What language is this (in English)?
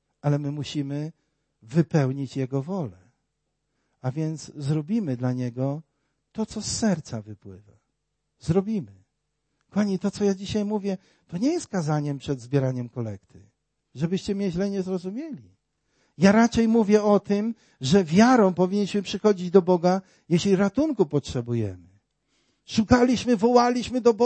Polish